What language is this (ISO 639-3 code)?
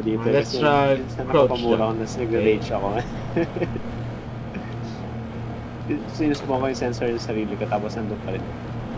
fil